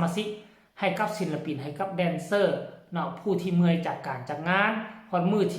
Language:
Lao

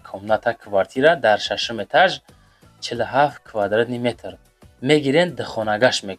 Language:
Tajik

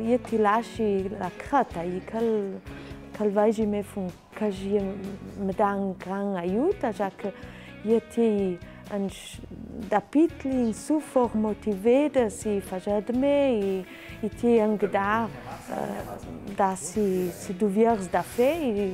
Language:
Ladin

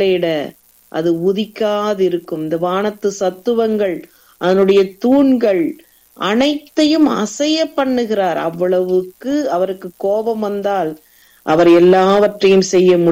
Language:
Tamil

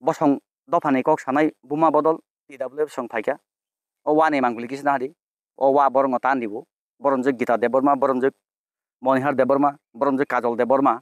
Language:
Kok Borok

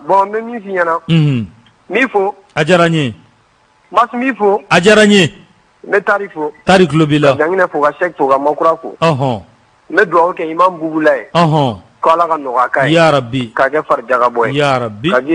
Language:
Bambara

